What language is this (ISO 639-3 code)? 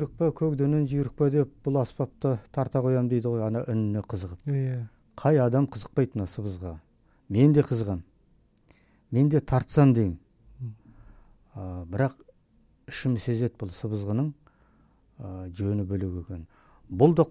kaz